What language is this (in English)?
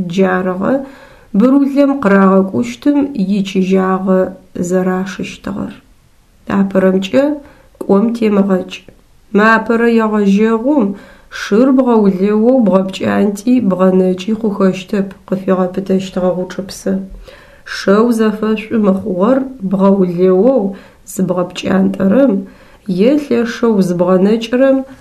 Adyghe